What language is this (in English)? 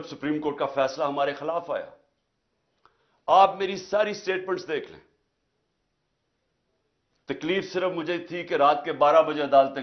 Urdu